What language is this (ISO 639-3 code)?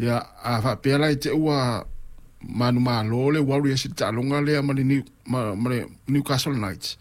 smo